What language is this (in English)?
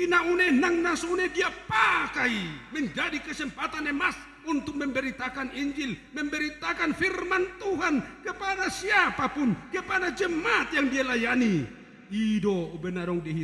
Batak Toba